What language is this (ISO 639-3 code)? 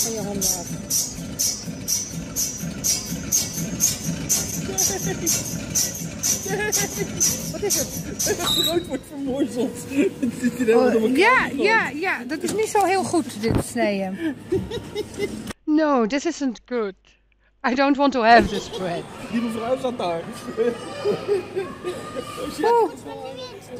nld